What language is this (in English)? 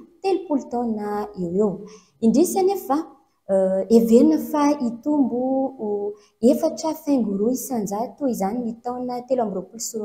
Malagasy